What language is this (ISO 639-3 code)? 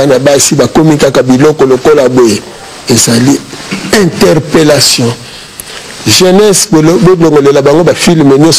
lin